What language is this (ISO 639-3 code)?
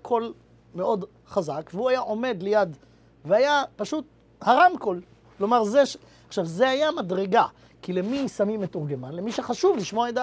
heb